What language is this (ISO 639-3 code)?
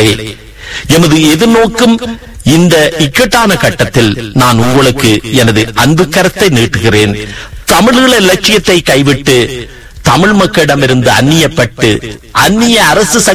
tam